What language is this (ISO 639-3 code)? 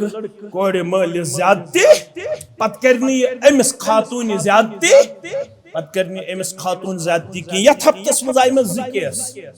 kas